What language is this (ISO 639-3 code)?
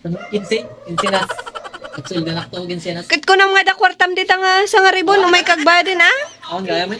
ilo